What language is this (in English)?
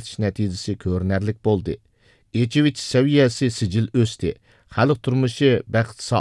Uyghur